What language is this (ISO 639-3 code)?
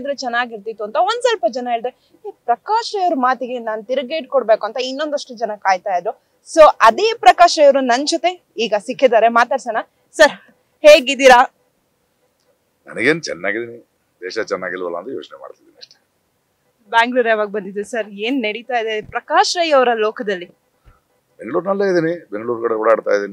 kan